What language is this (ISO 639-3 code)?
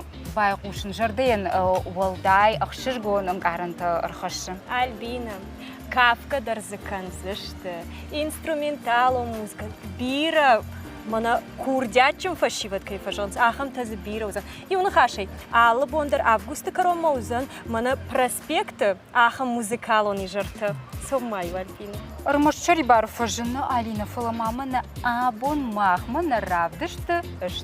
oss